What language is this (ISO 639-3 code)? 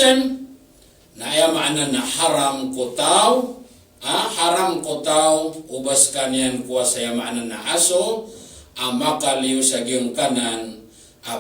mrw